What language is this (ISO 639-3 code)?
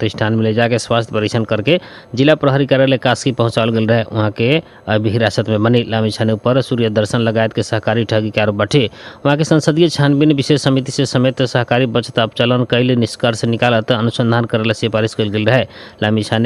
bho